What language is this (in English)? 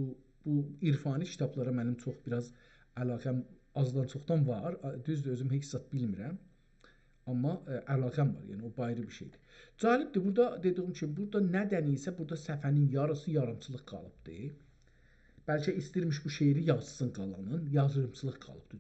South Azerbaijani